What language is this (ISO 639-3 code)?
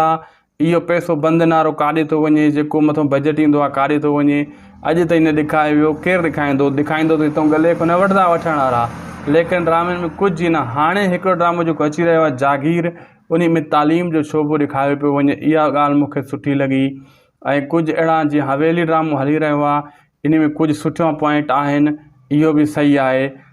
snd